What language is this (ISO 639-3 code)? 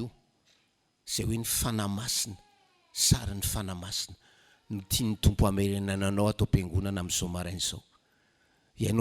mlg